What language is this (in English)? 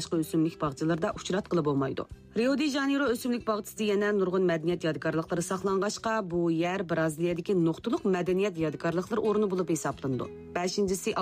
Uyghur